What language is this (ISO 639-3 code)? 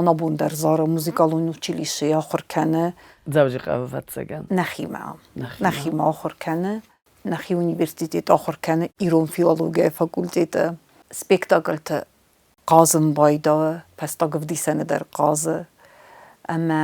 oss